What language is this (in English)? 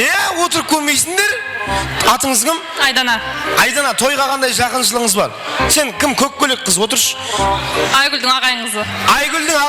Kara-Kalpak